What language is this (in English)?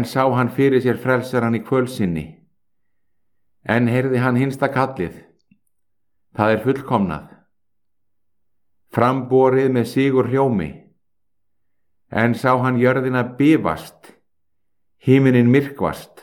Icelandic